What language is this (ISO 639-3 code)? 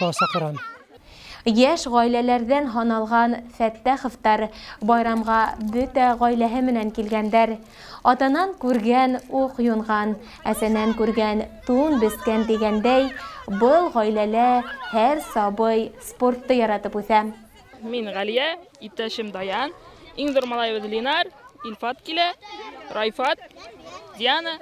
bak